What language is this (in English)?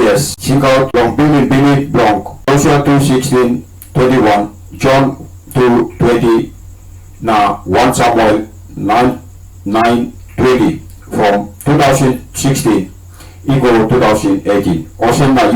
Tok Pisin